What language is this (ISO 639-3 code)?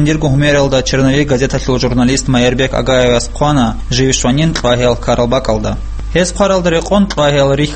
ava